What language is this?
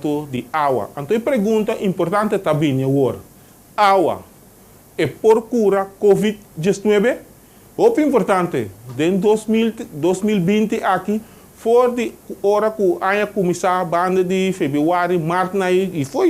Papiamento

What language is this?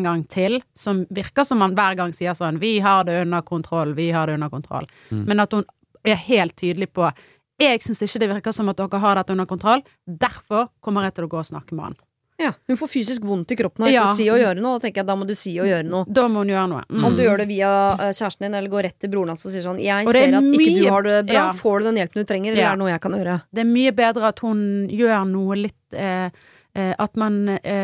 Norwegian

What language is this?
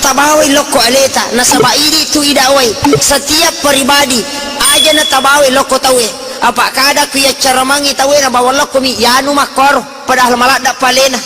Buginese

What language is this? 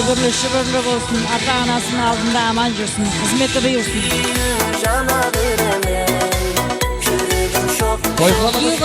Kara-Kalpak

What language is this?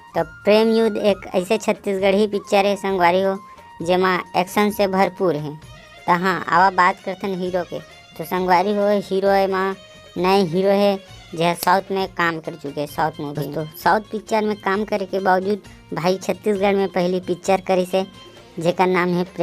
Chhattisgarhi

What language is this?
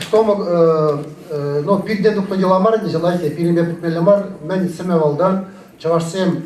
Chuvash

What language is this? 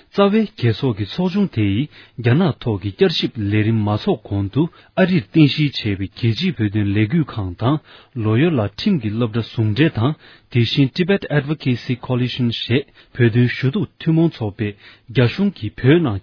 Tibetan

